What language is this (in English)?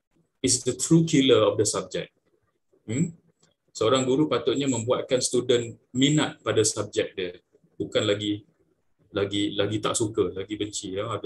Malay